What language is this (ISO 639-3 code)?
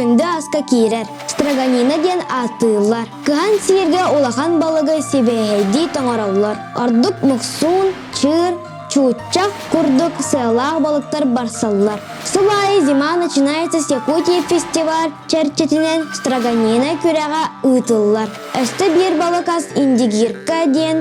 sah